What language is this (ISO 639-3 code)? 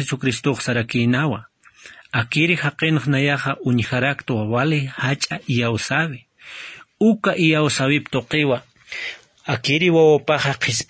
aym